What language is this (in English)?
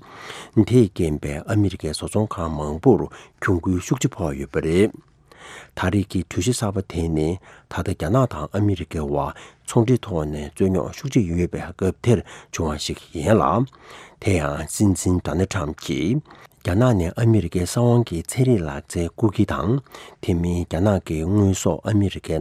Tibetan